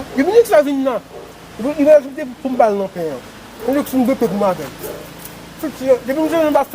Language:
Haitian Creole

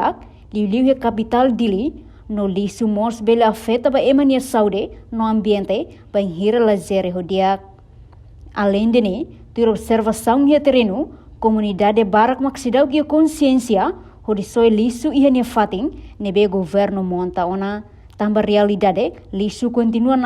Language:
Tetum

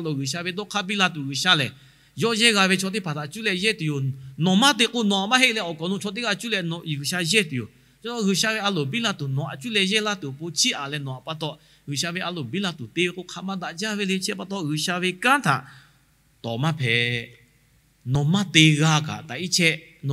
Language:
Lahu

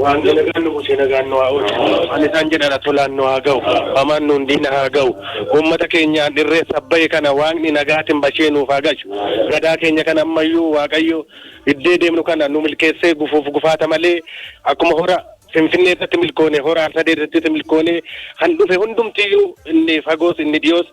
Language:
Oromo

